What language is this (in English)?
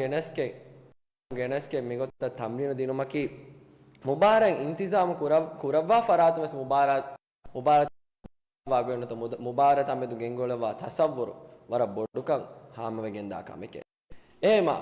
Divehi